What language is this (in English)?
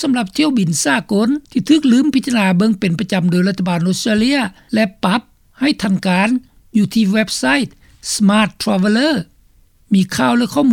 Lao